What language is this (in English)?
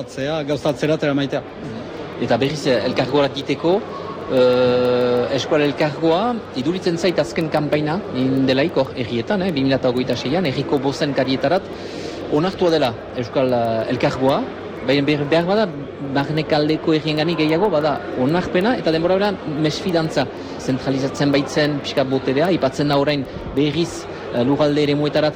Basque